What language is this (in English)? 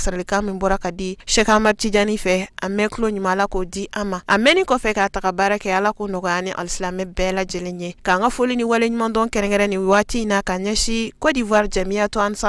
Bambara